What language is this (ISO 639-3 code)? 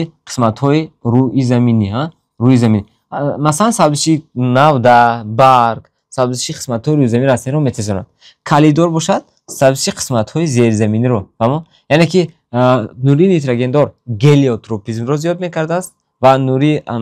tgk